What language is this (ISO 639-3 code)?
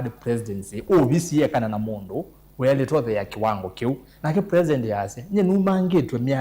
kam